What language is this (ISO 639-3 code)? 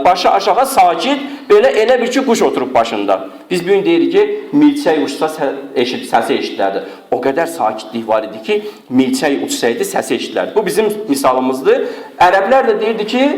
aze